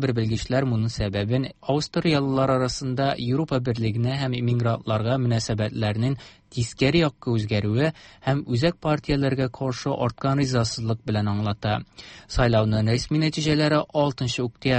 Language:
Tatar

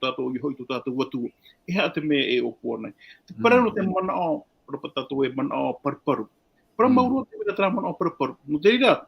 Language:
Tahitian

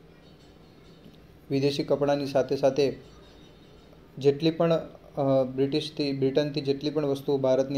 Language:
Gujarati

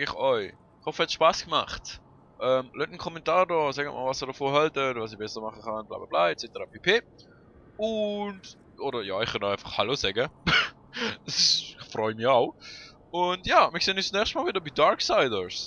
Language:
Swiss German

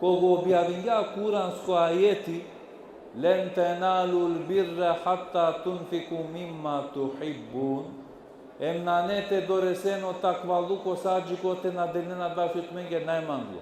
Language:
Balkan Romani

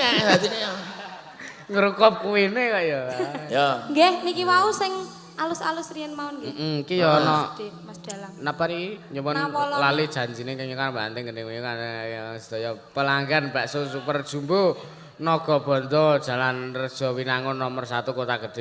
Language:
Javanese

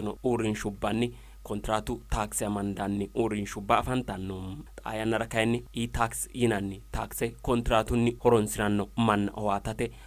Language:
Sidamo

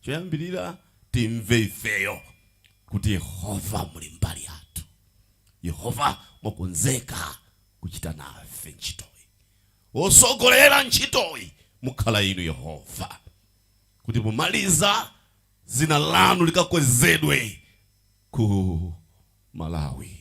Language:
Nyanja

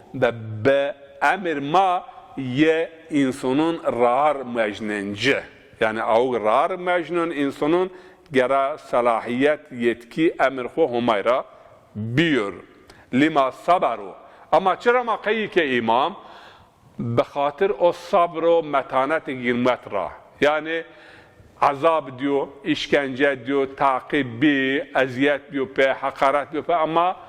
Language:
Zaza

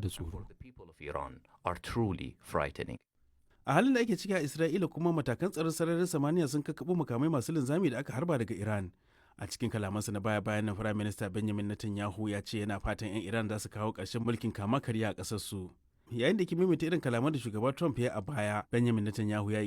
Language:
Hausa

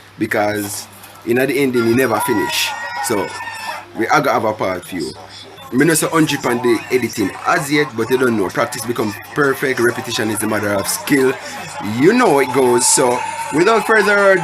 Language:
Jamaican Creole English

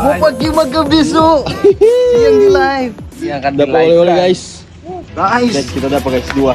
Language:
Manado Malay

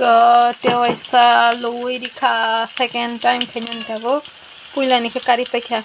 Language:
Kok Borok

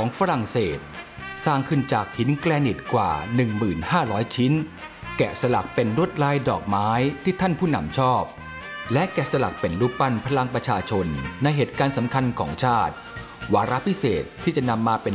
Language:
Thai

